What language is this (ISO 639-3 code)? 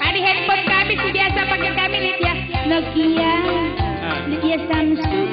btx